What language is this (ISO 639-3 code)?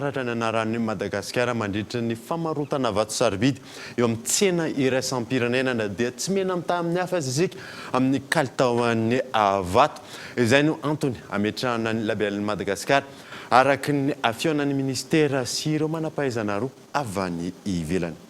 mlg